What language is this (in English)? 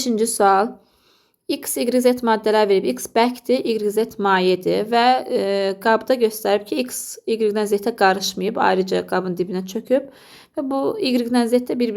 Azerbaijani